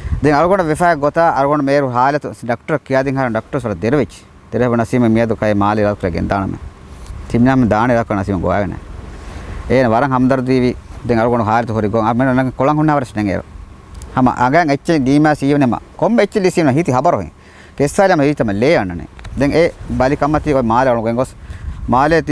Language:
Divehi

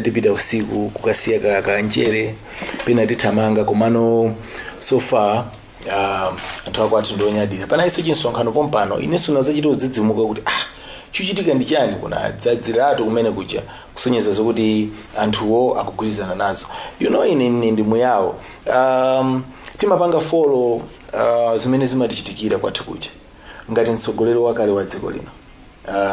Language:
Nyanja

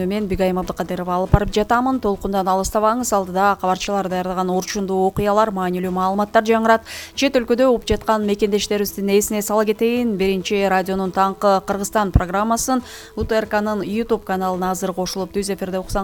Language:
Kyrgyz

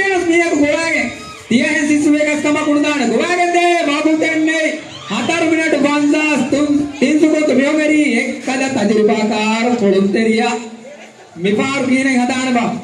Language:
Divehi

